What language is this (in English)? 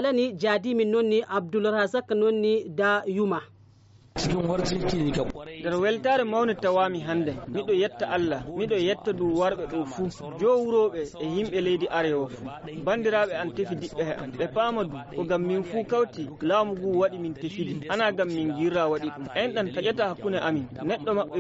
Fula